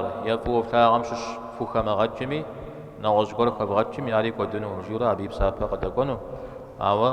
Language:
Kabardian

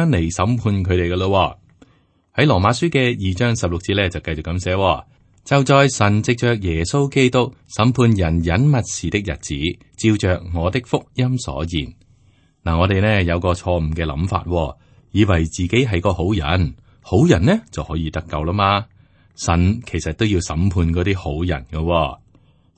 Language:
Cantonese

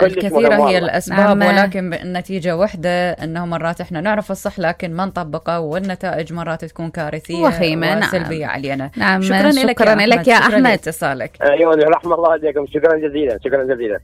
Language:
Mesopotamian Arabic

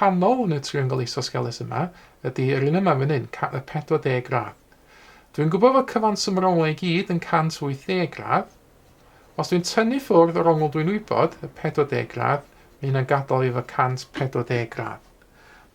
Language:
Welsh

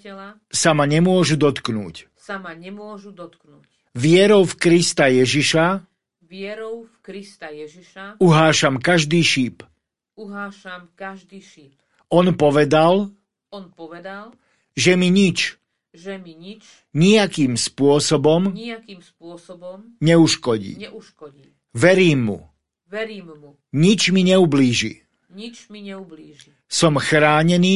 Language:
Slovak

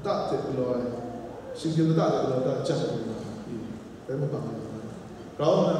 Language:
Kachin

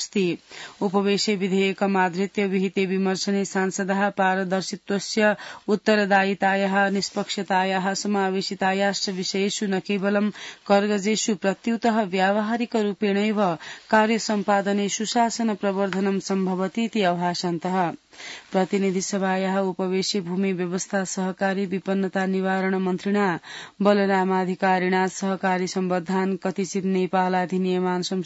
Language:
Sanskrit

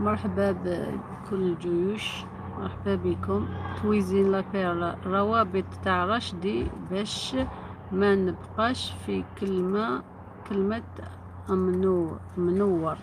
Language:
Algerian Arabic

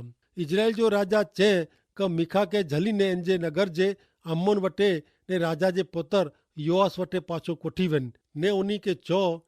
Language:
Kachhi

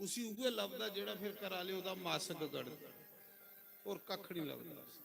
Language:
Dogri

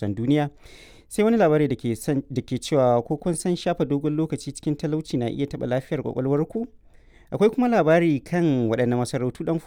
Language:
Hausa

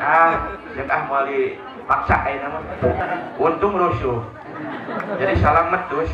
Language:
Sundanese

